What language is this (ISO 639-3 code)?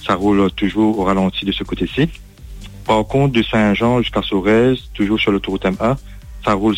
mfe